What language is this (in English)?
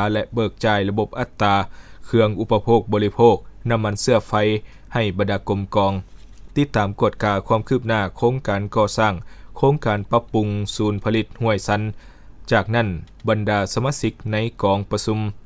Lao